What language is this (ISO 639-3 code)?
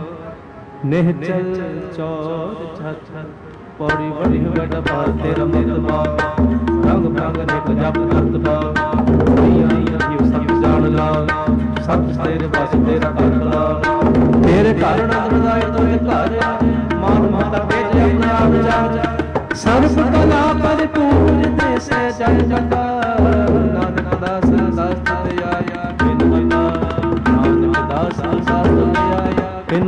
pan